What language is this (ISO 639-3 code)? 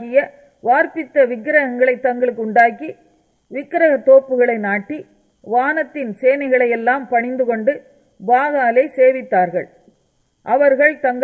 tam